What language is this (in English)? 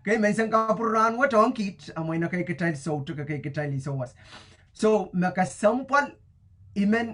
Pohnpeian